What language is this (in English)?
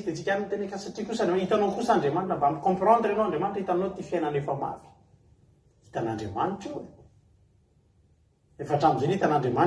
Malagasy